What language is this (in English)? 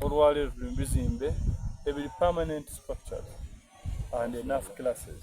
Soga